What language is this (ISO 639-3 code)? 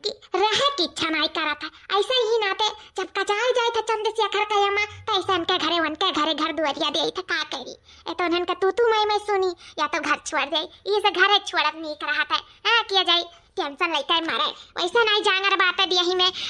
awa